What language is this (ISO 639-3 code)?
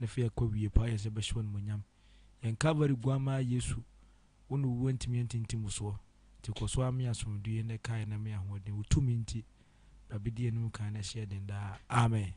aka